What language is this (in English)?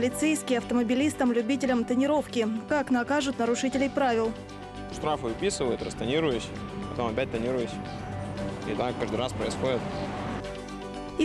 Russian